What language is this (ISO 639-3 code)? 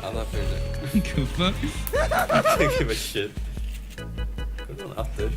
fao